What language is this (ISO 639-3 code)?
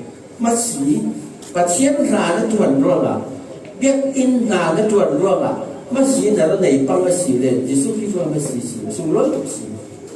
cfm